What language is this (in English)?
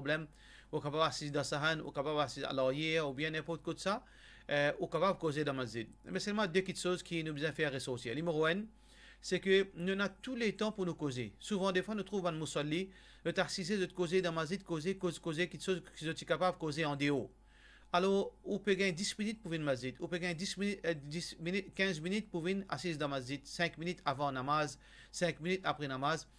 Morisyen